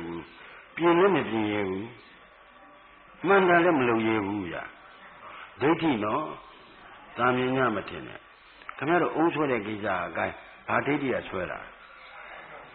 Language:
Burmese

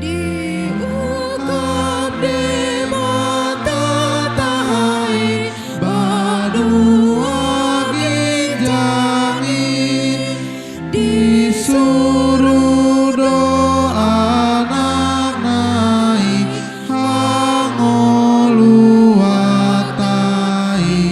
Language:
Batak Toba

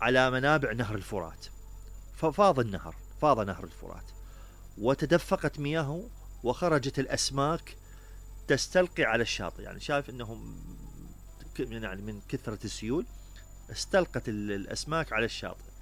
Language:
Mesopotamian Arabic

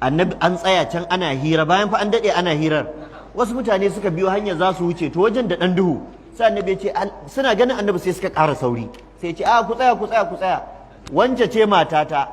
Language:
Hausa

